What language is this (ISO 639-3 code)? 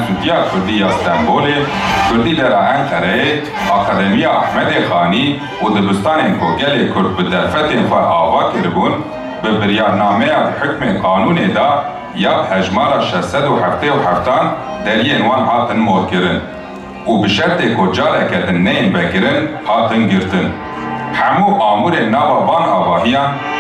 kur